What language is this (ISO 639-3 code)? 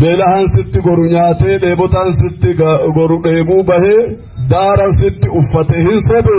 orm